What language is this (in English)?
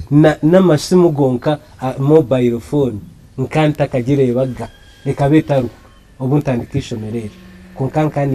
Nyankole